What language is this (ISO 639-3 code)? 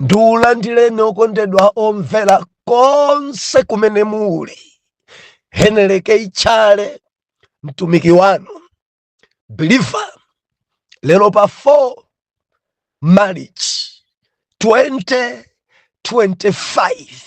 nya